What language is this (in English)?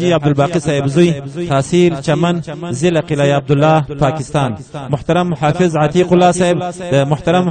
Pashto